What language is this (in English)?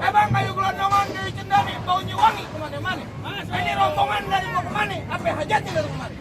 Betawi